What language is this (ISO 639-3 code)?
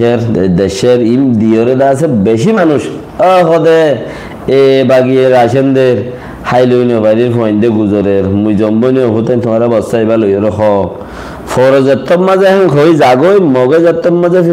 rhg